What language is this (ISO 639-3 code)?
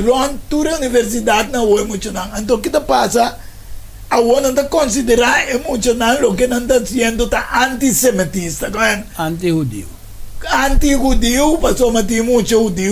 pap